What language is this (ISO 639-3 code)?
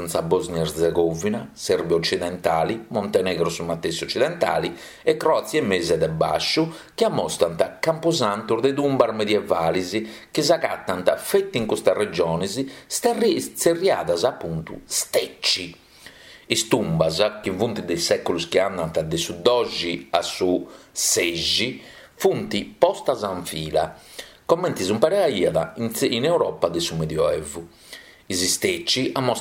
srd